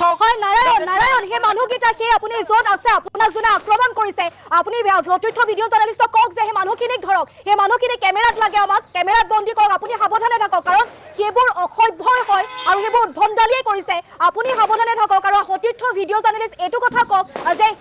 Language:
Assamese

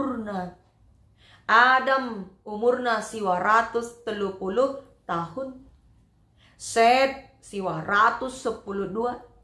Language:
Batak Karo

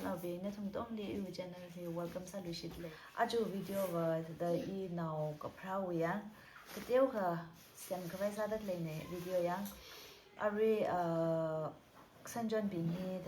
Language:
Tangkhul Naga (India)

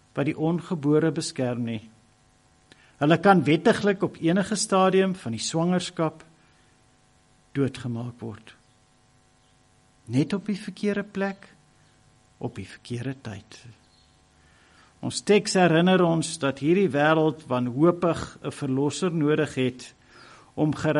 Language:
Afrikaans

